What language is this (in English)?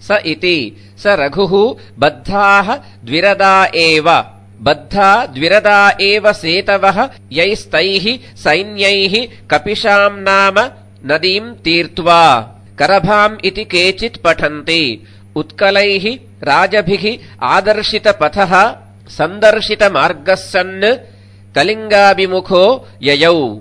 Sanskrit